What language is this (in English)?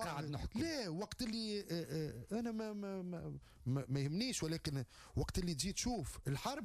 Tunisian Arabic